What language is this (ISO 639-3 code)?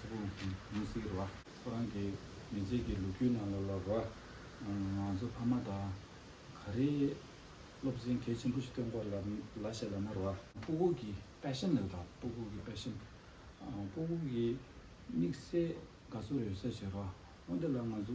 bod